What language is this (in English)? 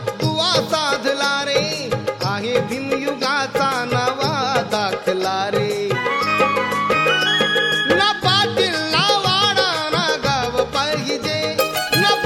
Marathi